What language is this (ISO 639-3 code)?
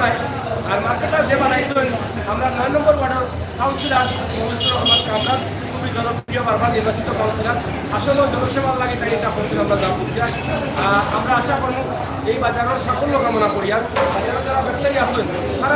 syl